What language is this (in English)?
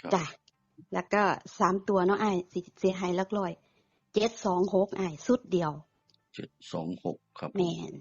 Northeastern Thai